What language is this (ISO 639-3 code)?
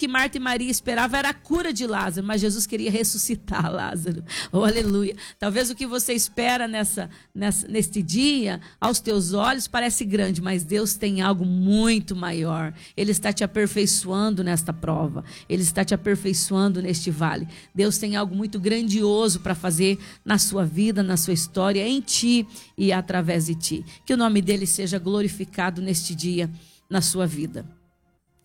por